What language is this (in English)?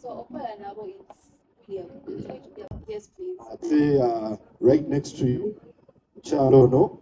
Ganda